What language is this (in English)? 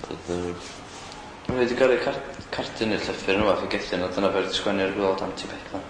Welsh